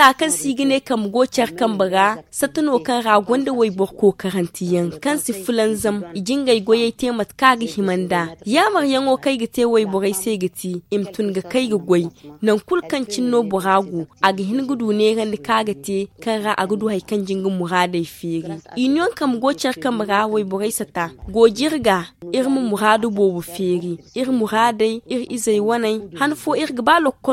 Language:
Zarma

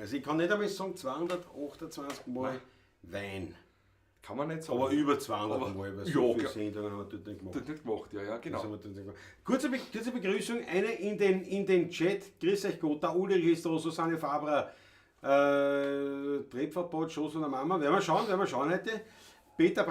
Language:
Bavarian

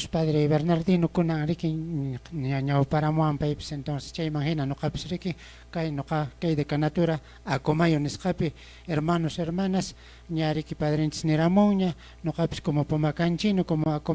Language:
Quechua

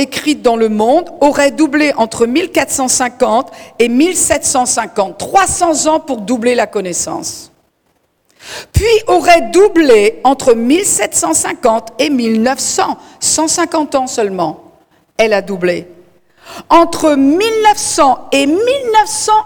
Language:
French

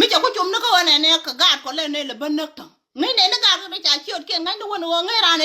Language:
Nuer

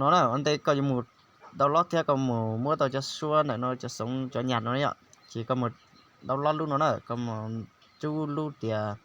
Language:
Hmong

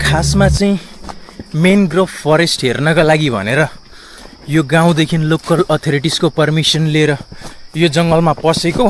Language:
Nepali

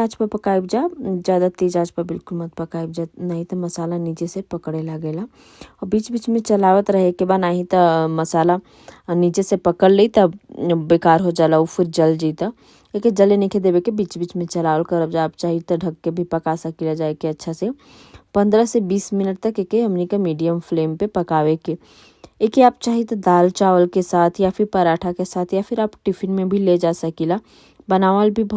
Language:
Bhojpuri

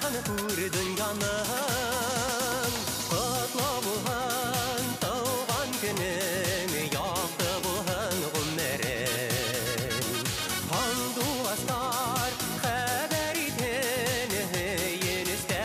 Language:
Bashkir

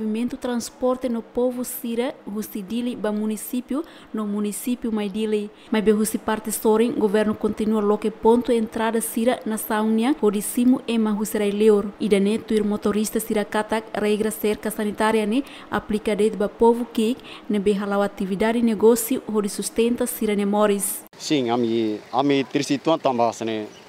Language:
Tetum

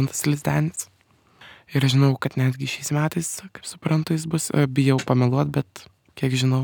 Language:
Lithuanian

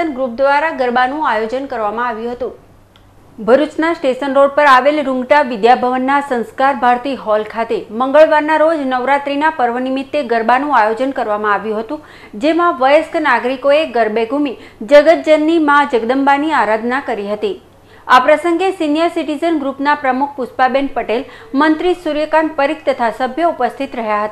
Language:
Gujarati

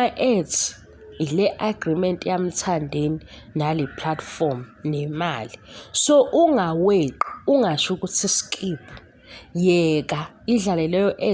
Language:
Zulu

